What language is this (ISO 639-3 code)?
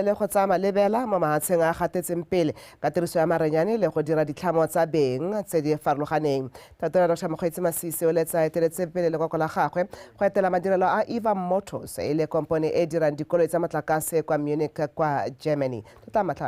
tsn